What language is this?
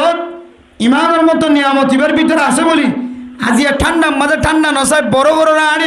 Rohingya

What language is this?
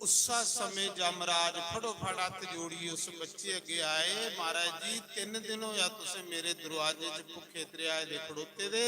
Dogri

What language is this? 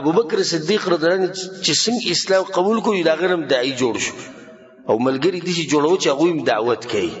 Pashto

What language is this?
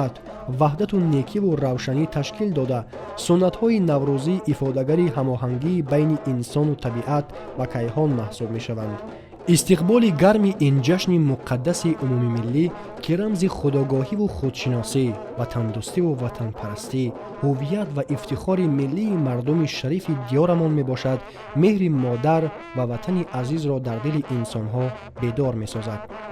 Tajik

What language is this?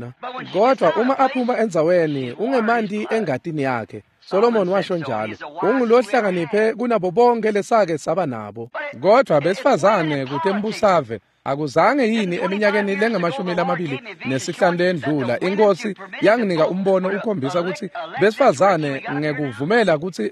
Swati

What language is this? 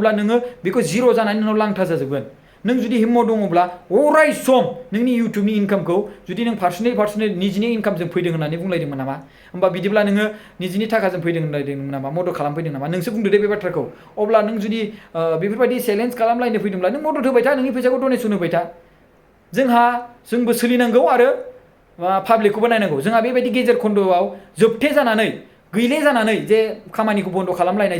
Bodo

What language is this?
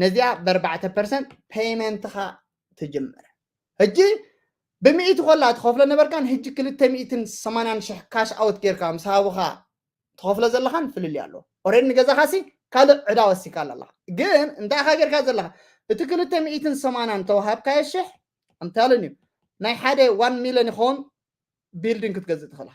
Tigrinya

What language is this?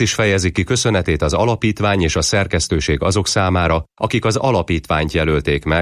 Hungarian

